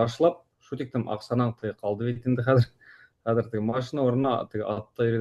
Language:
Bashkir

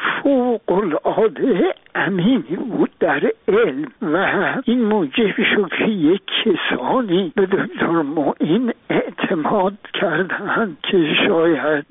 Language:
Persian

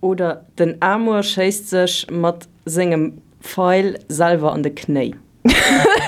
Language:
Luxembourgish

